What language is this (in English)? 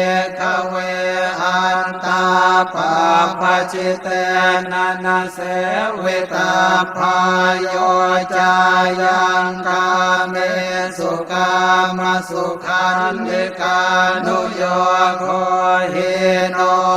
Pali